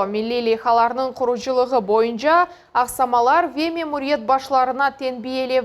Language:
Crimean Tatar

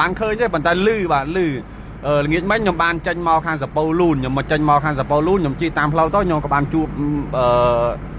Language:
Khmer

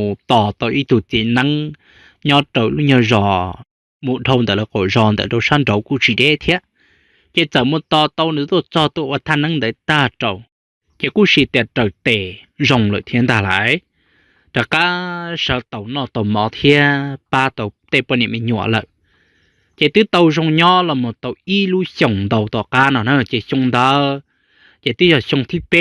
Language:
Hmong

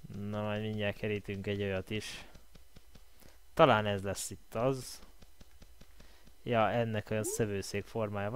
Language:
Hungarian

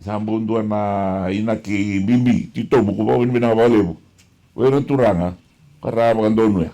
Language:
Fijian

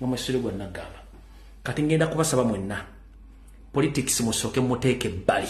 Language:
Ganda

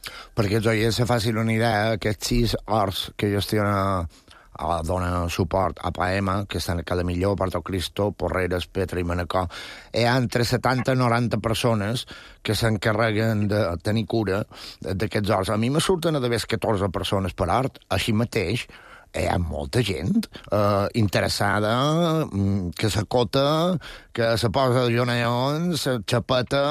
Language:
Catalan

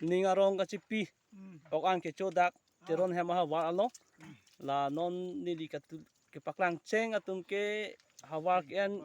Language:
Karbi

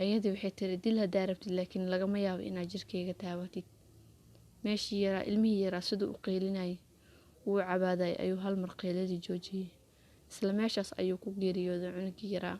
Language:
Somali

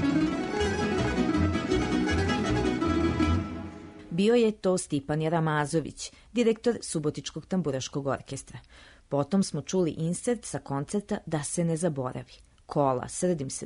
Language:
Serbian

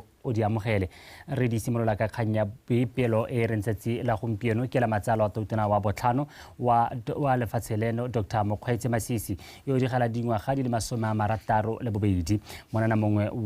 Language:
Tswana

